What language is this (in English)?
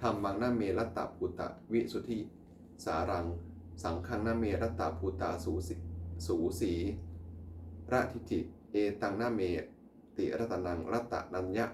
Pali